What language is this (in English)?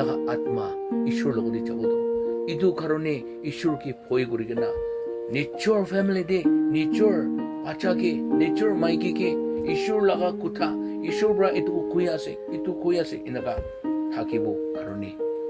Naga Pidgin